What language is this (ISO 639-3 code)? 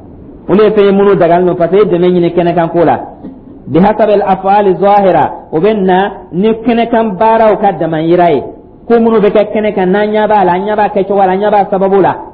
dyu